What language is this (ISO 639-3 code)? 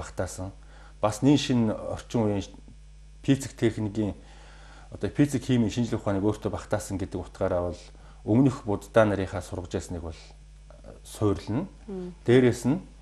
mon